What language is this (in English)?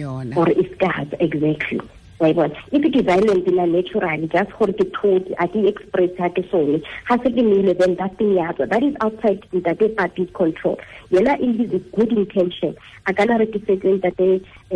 Tswana